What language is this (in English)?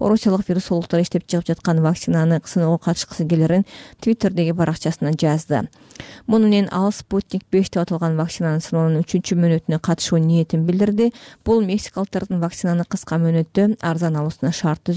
Kyrgyz